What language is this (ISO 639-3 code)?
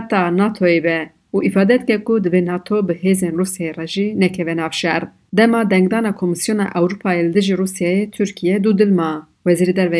kur